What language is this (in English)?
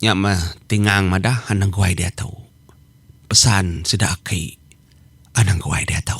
Iban